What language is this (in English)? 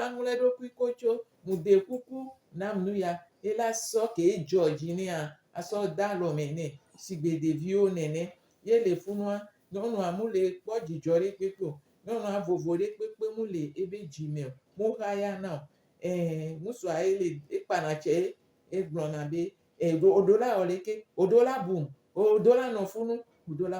Gen